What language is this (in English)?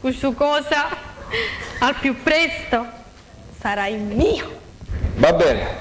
Sicilian